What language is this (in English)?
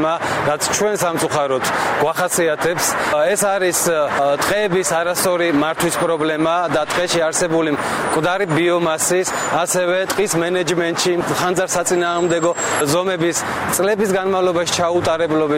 Georgian